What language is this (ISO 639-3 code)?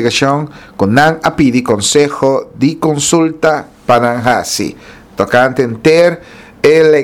pap